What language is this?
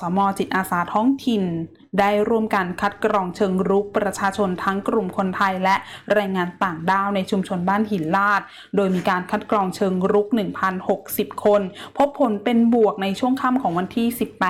Thai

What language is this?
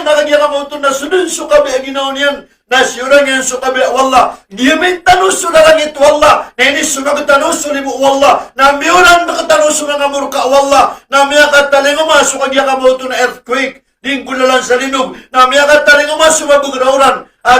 Maranao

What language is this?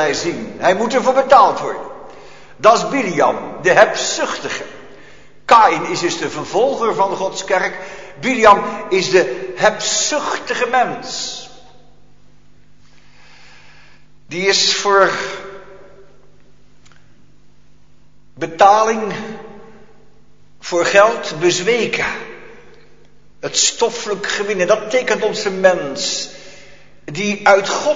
Dutch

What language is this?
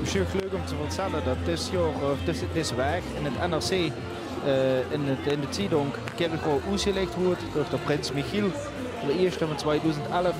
Limburgish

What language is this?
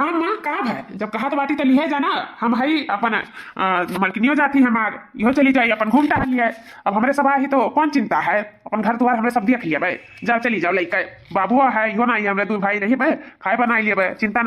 Awadhi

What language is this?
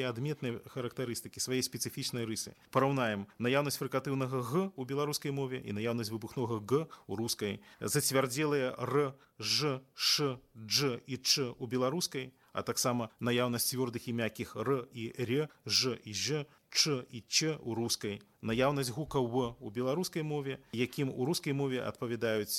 Belarusian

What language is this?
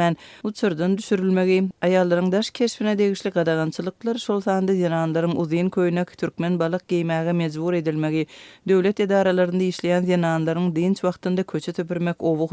Turkmen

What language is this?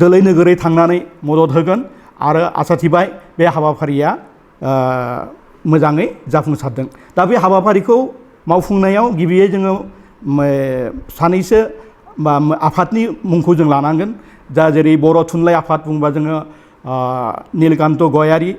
Bodo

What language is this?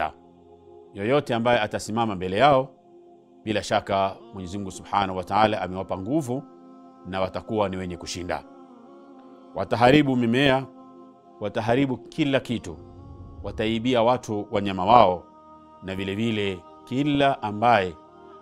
Swahili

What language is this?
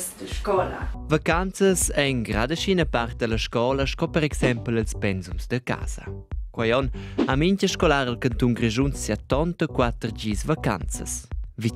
Romansh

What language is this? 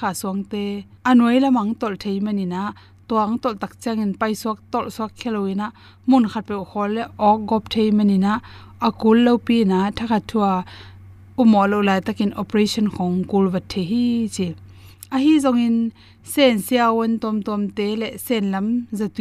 Tedim Chin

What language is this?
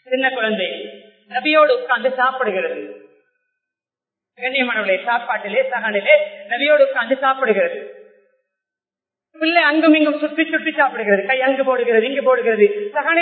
Tamil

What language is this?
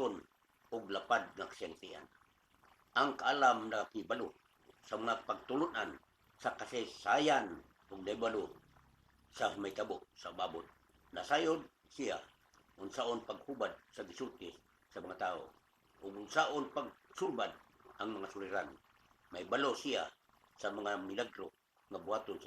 Cebuano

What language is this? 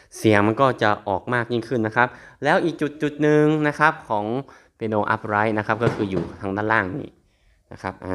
Thai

